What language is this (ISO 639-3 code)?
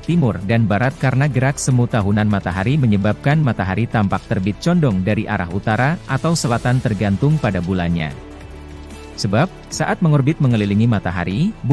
ind